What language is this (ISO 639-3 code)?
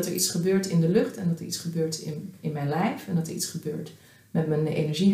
nld